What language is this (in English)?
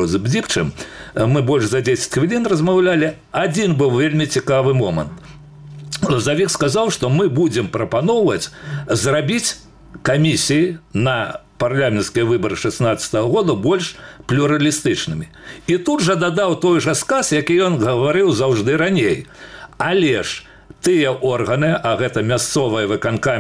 Belarusian